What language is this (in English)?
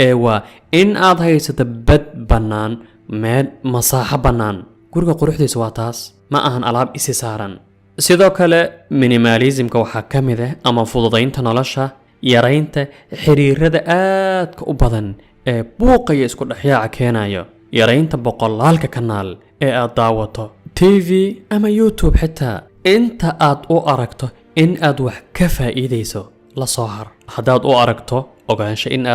Somali